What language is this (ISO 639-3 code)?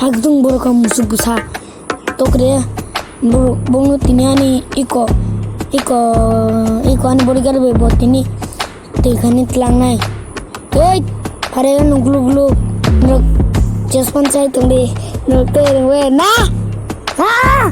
trp